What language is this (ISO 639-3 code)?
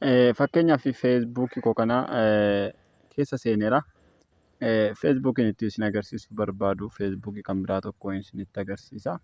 orm